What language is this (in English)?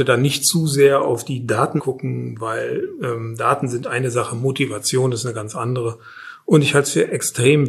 German